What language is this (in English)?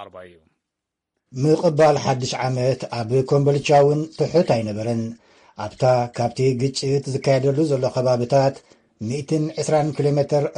Tigrinya